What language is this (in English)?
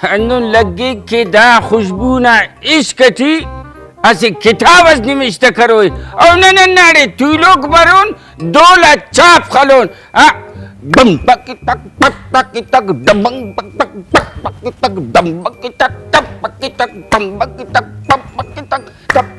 Brahui